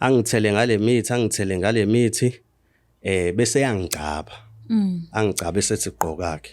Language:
Zulu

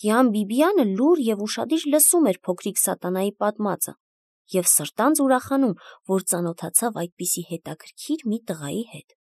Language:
Armenian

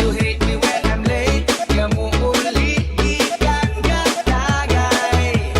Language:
Hiligaynon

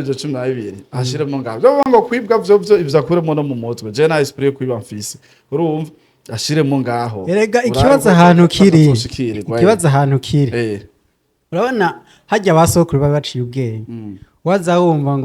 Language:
Rundi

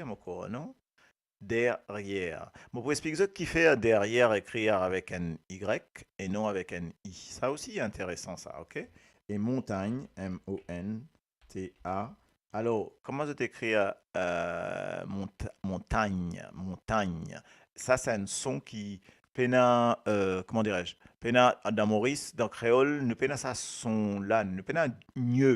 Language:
Morisyen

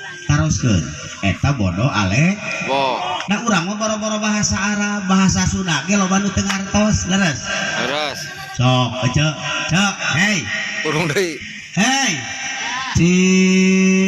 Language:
Sundanese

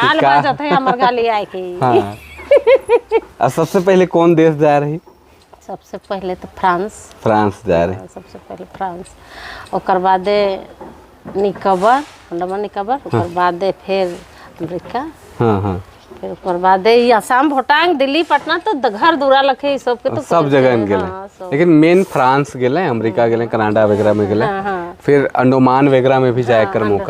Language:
Sadri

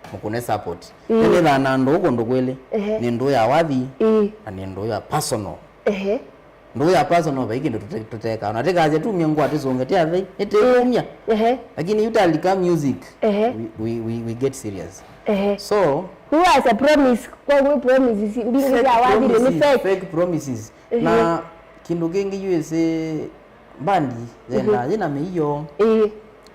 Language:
Kamba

